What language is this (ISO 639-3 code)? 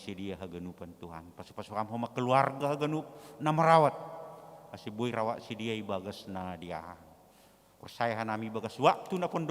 bts